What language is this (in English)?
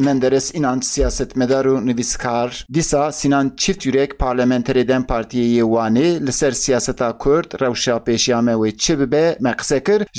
Kurdish